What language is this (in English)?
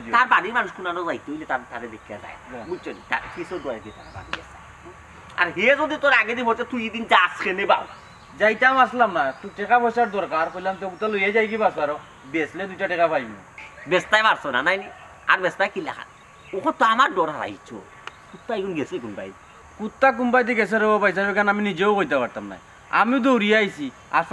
Sylheti